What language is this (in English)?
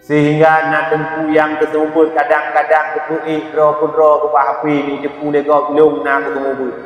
Achinese